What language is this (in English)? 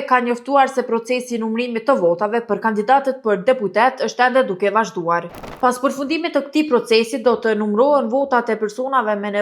Albanian